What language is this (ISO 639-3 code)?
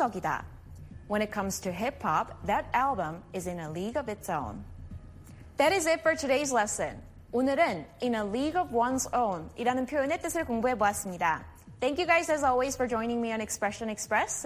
kor